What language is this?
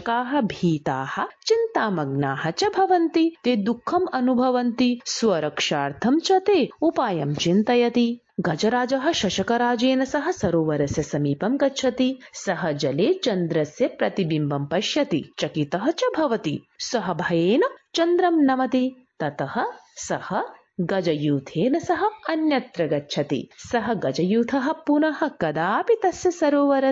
Sanskrit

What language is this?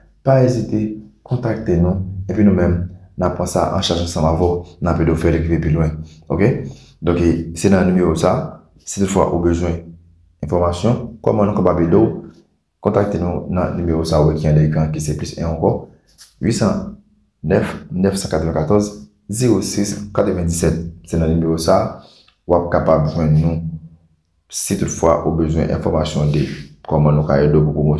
Haitian Creole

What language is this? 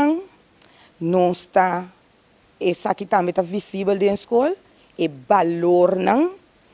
Papiamento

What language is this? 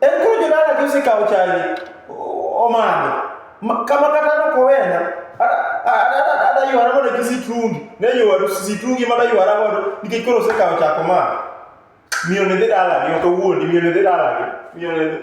Luo (Kenya and Tanzania)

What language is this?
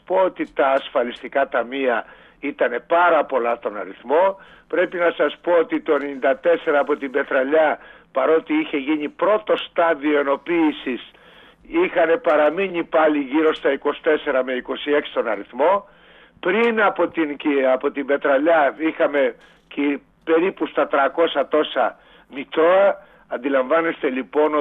Greek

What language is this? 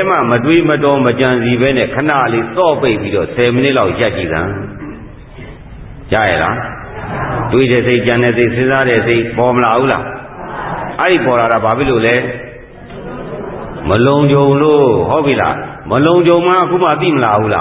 Burmese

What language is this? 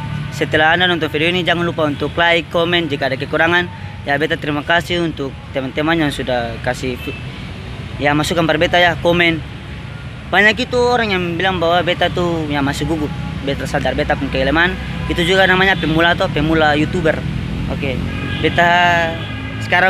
Ambonese Malay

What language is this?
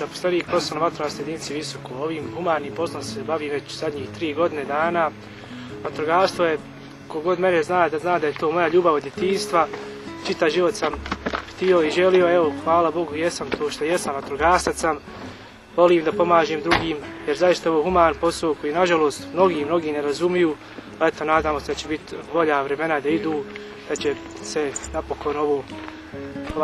Bosnian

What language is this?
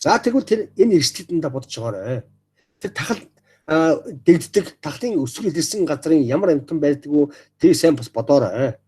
Mongolian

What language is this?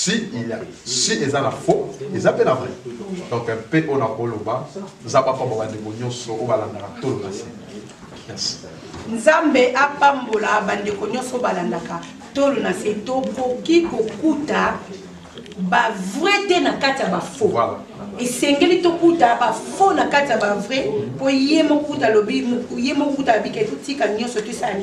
Lingala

